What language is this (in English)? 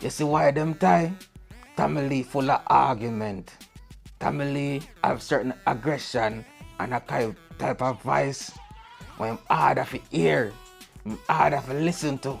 Jamaican Creole English